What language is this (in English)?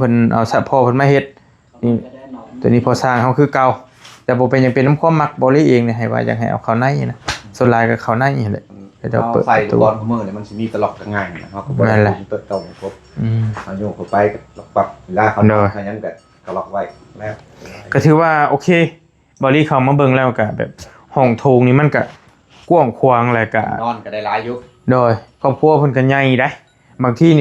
Northeastern Thai